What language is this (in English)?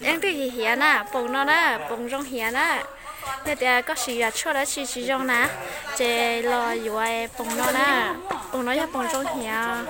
Hmong